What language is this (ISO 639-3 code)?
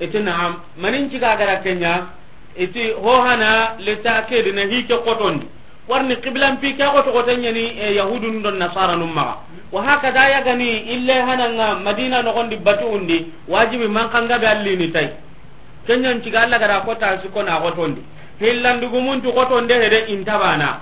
snk